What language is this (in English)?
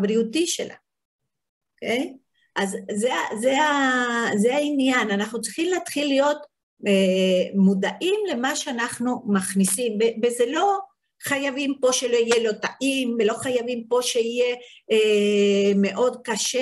Hebrew